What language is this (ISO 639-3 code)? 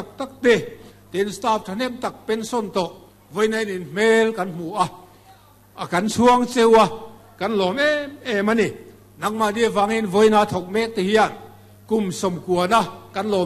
lus